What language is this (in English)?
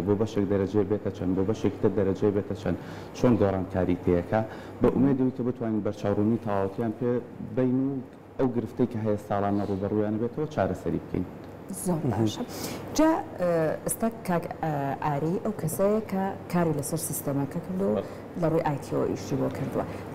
Central Kurdish